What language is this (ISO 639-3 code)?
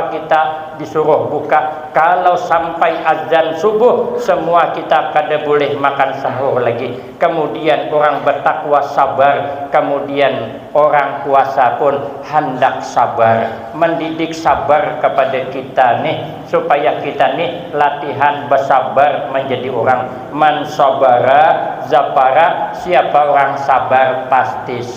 bjn